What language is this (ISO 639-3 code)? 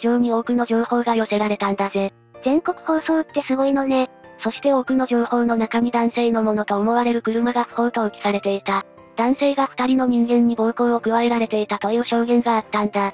jpn